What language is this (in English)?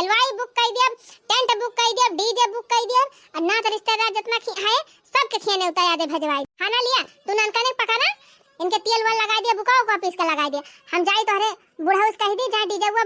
Awadhi